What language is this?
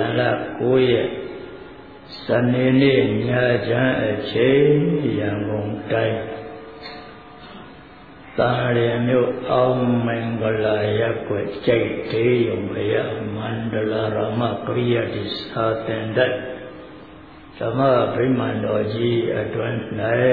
Burmese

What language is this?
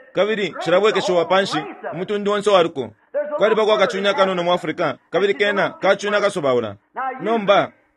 Bemba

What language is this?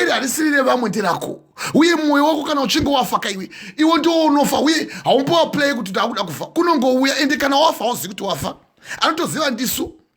Shona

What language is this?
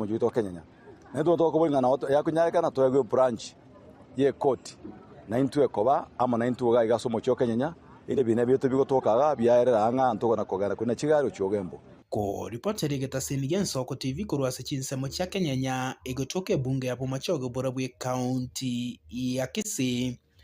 Gusii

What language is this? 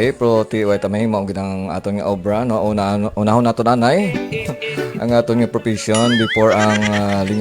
Hiligaynon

